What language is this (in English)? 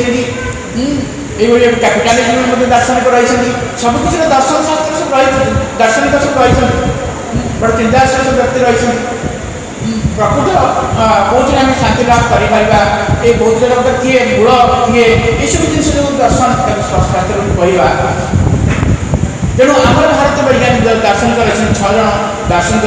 Odia